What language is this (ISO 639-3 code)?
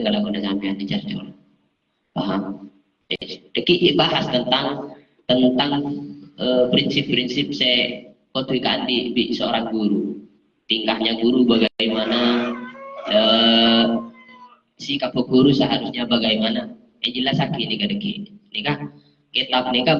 mad